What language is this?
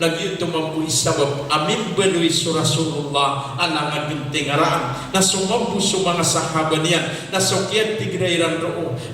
Maranao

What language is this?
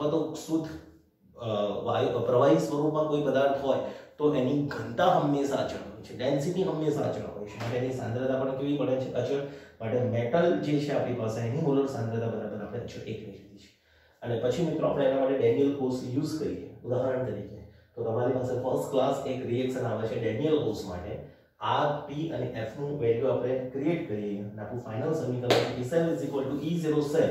Gujarati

